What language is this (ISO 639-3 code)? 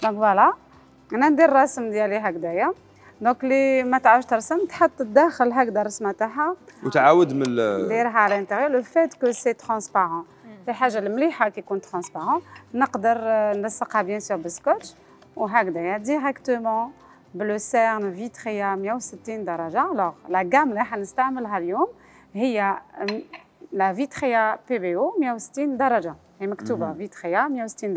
arq